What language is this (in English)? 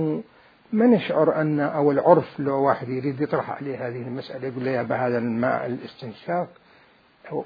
Mesopotamian Arabic